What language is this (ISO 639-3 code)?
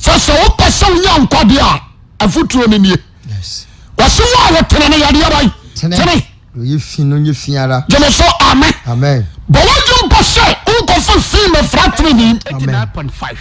aka